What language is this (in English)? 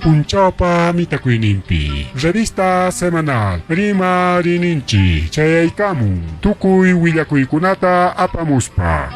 Ayacucho Quechua